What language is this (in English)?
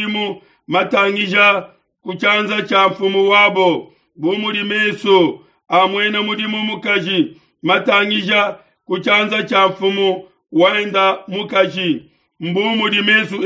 Luba-Lulua